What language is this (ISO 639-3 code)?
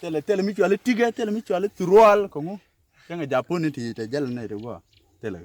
nus